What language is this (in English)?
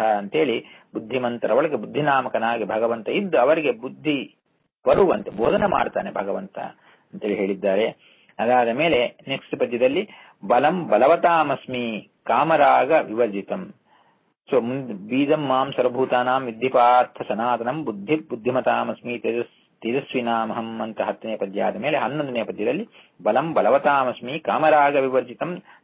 Kannada